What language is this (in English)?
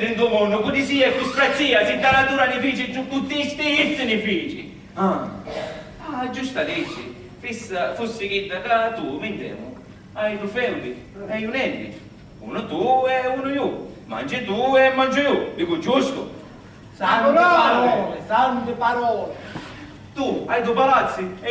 Sicilian